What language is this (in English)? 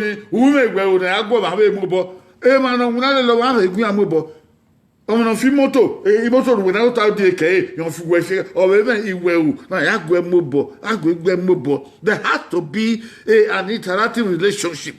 Bini